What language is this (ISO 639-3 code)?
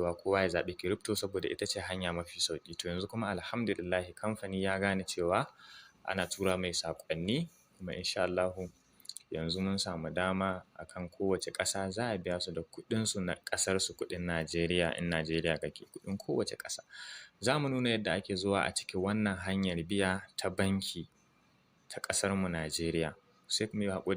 hau